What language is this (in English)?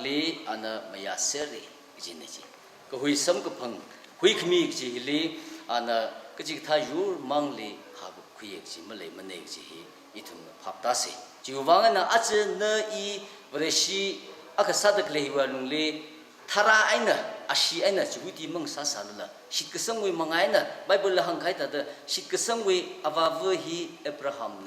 Tangkhul Naga (India)